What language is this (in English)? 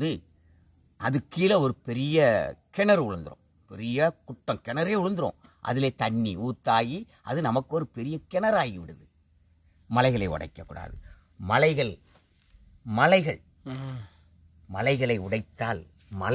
Tamil